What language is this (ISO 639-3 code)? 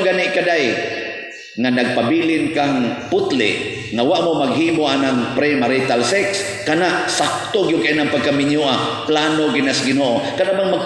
ceb